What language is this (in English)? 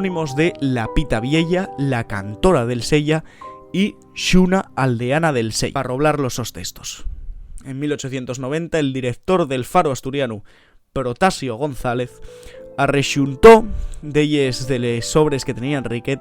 Asturian